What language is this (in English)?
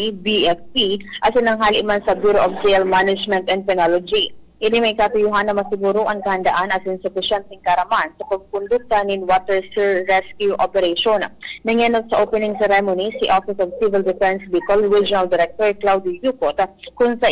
Bikol